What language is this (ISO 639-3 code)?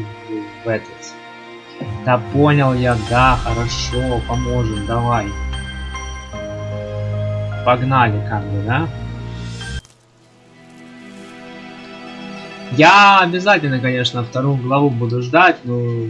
rus